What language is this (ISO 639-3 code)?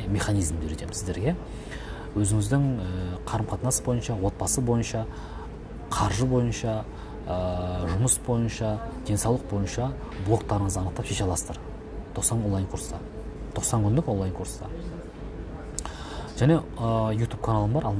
kaz